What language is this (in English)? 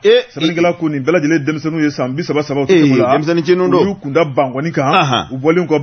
Bambara